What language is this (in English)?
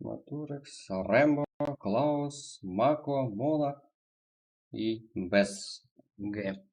Kara-Kalpak